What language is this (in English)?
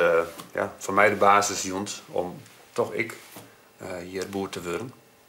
Western Frisian